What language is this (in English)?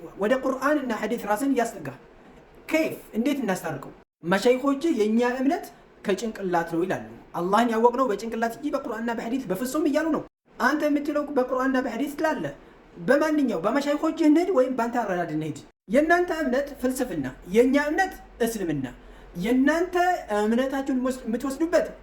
Amharic